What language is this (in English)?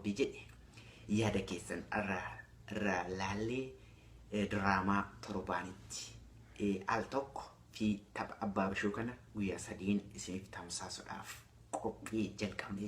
Oromo